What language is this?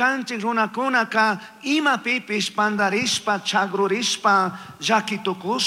Chimborazo Highland Quichua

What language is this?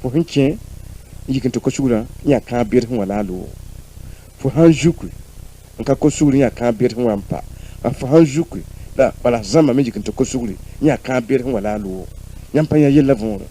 Mossi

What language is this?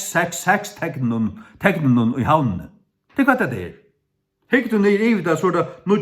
Faroese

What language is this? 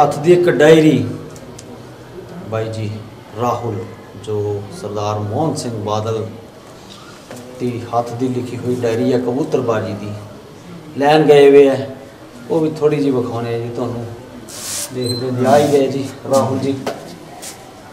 Punjabi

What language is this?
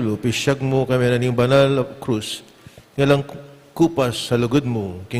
Pampanga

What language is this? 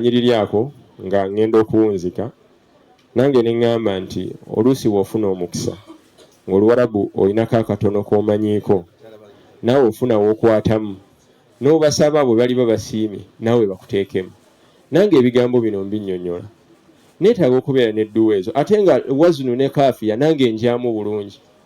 Ganda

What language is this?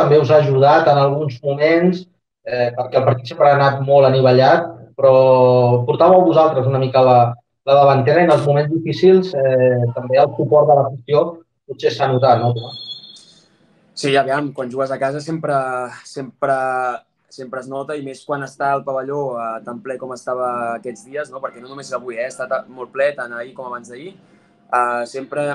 Catalan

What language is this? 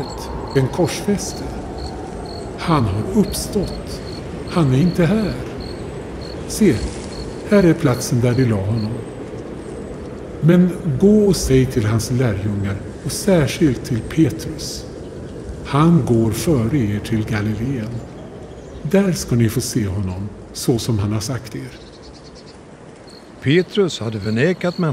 Swedish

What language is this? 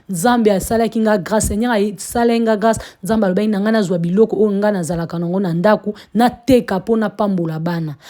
Lingala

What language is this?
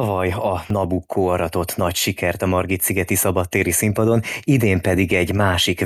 Hungarian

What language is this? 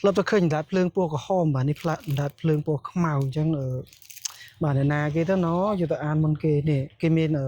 Khmer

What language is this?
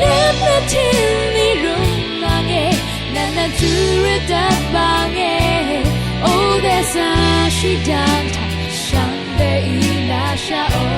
Rawang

